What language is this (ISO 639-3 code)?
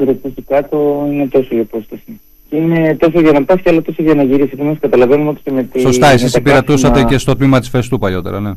ell